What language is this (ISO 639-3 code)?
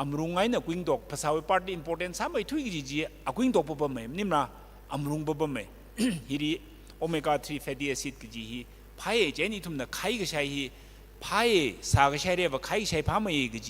nmf